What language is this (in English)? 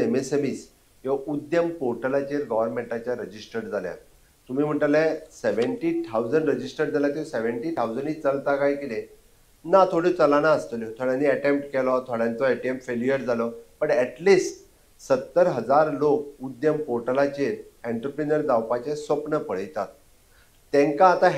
Konkani